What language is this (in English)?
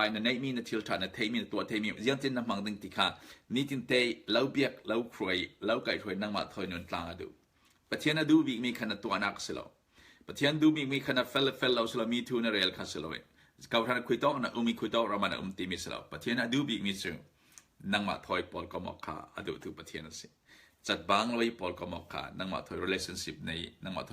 Falam Chin